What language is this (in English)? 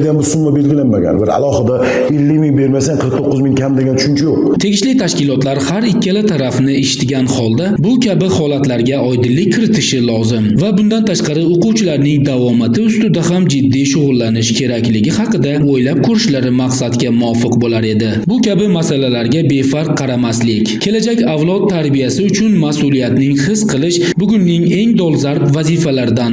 Uzbek